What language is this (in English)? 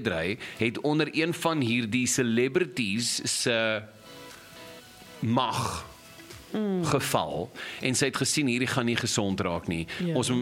Afrikaans